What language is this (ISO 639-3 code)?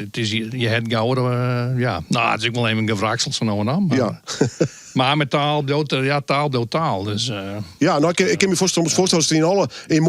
fry